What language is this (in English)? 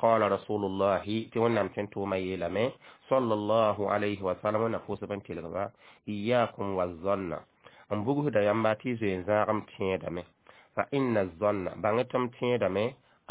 Mossi